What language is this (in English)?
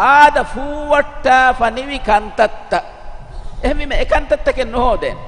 Divehi